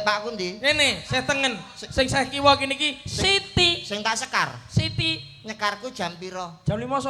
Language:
Javanese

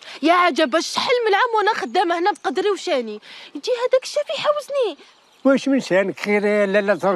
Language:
Algerian Arabic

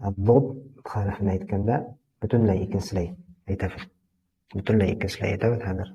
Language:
Bashkir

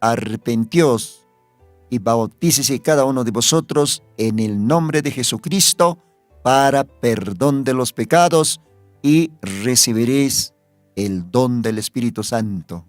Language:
Aymara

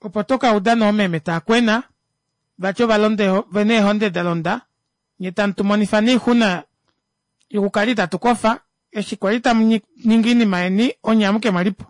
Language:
Kuanyama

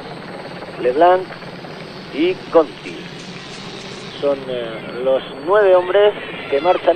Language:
Spanish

